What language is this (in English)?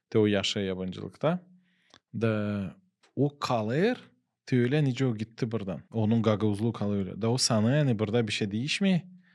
Gagauz